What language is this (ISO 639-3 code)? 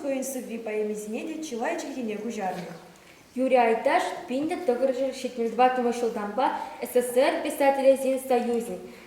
chv